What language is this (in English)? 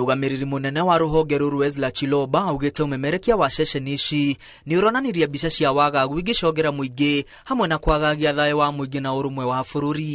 Kikuyu